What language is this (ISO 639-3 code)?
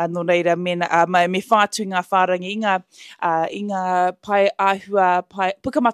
mri